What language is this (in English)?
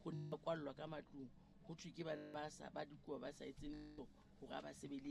Southern Sotho